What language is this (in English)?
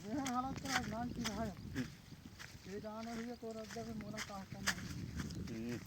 Chhattisgarhi